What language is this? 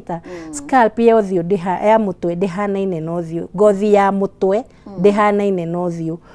Kikuyu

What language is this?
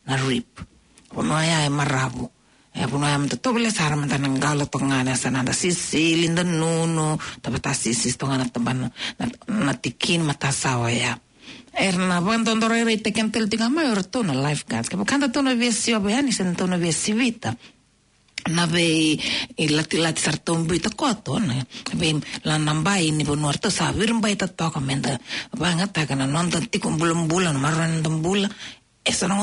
Fijian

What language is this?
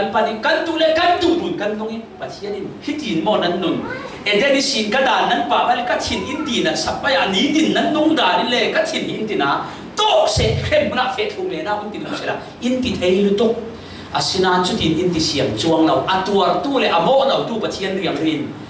Falam Chin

